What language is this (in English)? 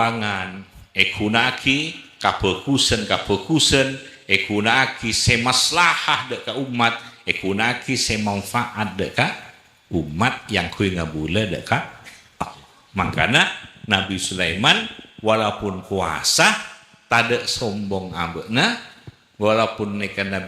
Madurese